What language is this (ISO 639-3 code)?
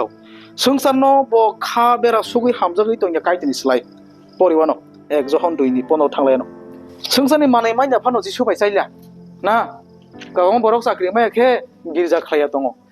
trp